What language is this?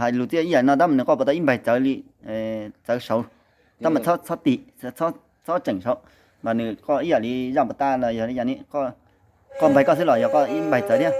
Hmong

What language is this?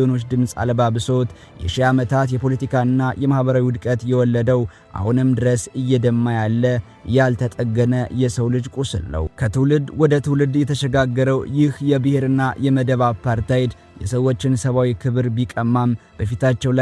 Amharic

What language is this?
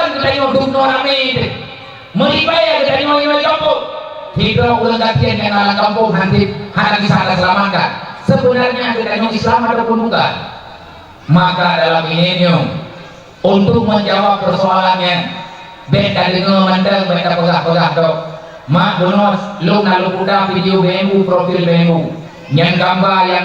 Achinese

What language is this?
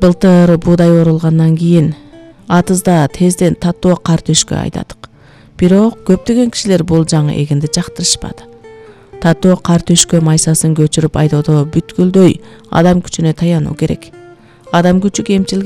Kyrgyz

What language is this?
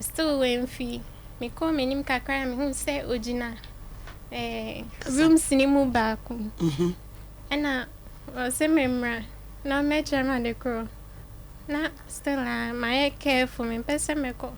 Akan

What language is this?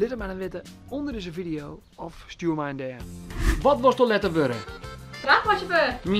Western Frisian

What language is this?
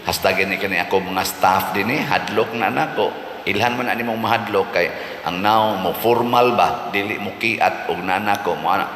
Cebuano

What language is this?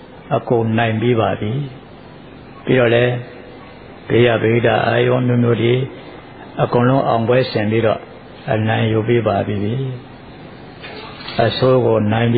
Burmese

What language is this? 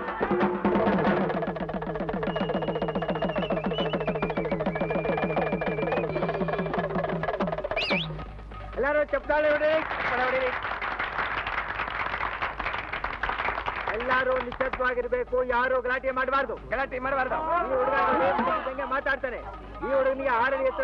Kannada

